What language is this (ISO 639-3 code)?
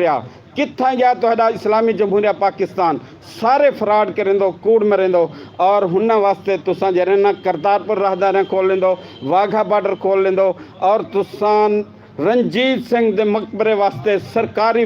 skr